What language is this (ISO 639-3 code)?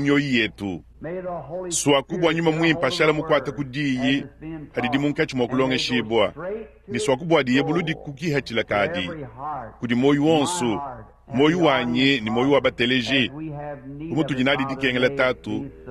lua